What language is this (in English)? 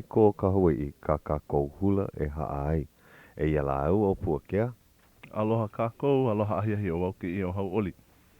Hawaiian